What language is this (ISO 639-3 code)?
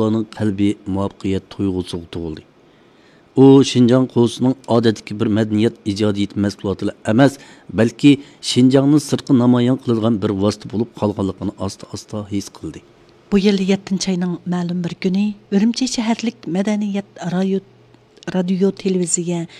uig